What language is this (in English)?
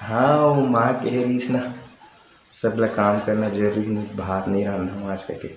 Chhattisgarhi